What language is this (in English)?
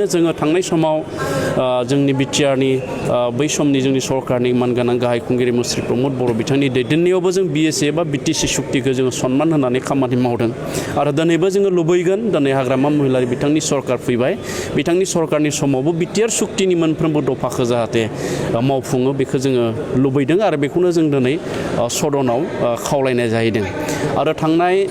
Bodo